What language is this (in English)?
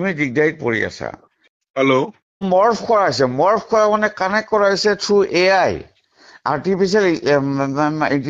Assamese